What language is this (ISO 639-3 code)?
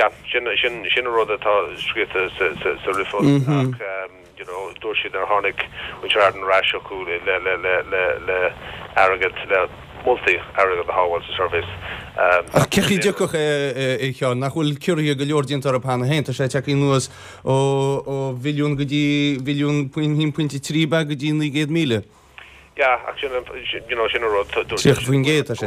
gle